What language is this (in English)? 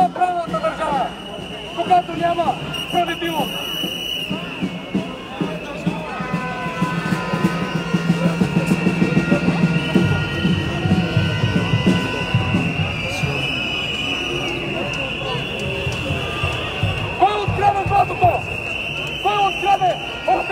Bulgarian